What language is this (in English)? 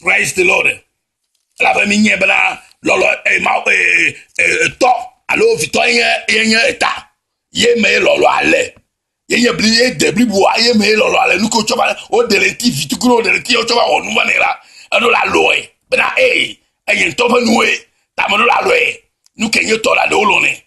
Ewe